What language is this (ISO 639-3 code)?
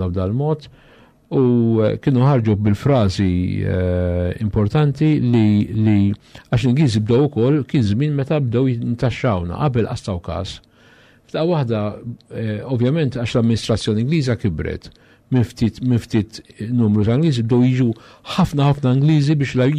mlt